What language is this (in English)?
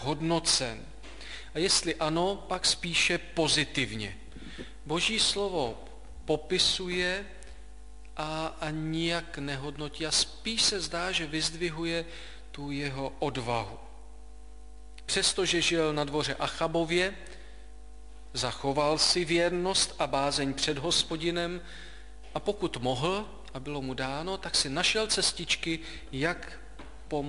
Czech